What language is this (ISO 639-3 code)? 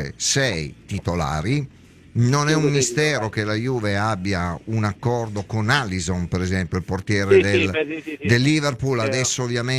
ita